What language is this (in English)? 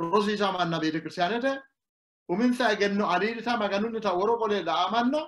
Sidamo